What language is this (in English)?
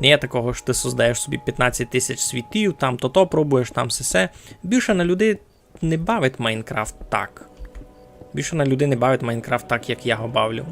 Rusyn